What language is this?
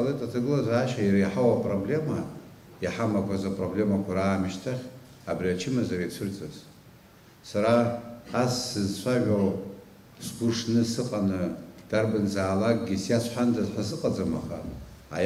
Abkhazian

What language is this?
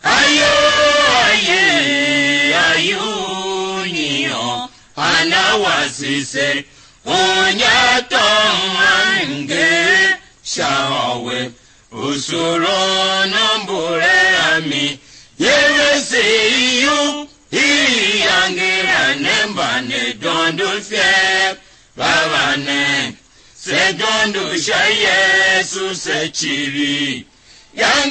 Tiv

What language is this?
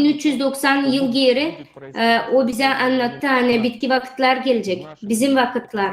Gagauz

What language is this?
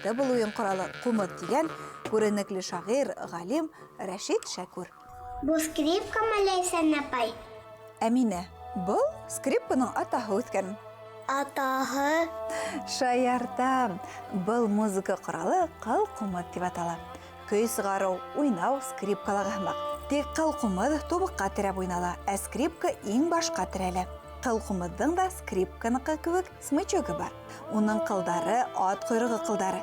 Bashkir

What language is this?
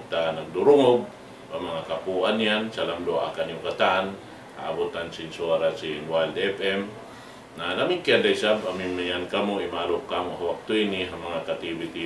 Tausug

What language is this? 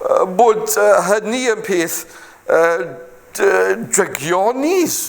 Welsh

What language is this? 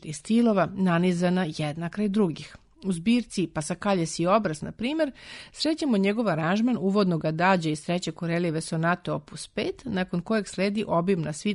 Serbian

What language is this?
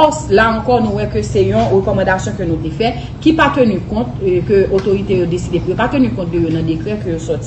Haitian Creole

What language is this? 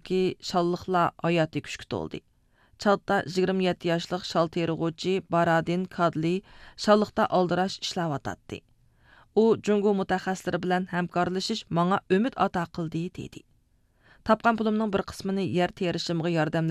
Uyghur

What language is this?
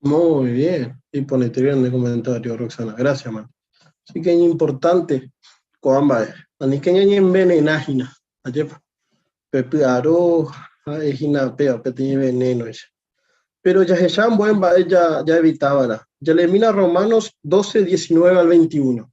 Guarani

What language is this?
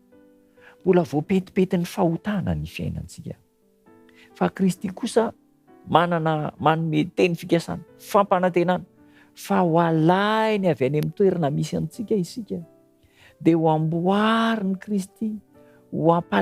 Malagasy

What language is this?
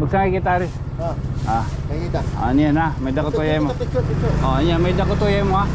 Waray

